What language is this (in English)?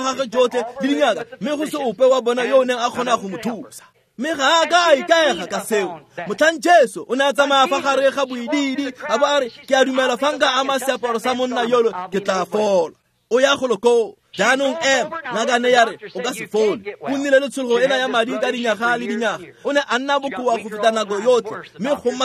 Tswana